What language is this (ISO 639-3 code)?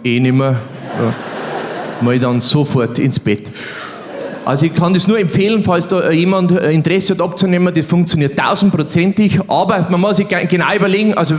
bar